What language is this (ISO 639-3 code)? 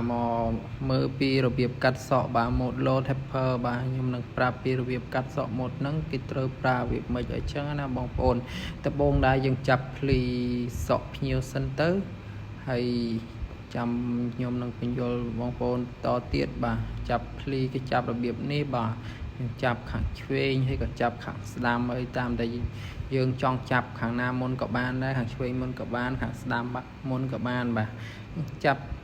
khm